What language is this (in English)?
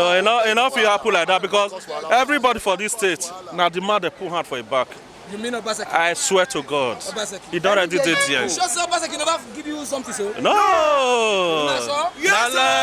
Nigerian Pidgin